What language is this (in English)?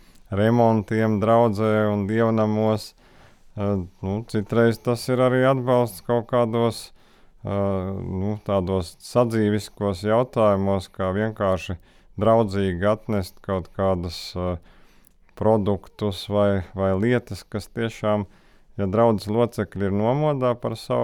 Latvian